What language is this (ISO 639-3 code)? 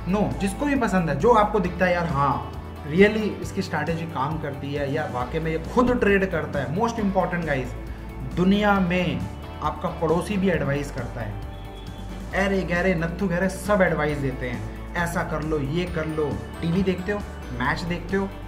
hin